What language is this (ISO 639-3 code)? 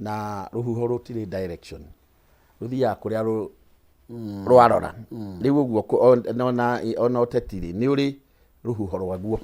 kik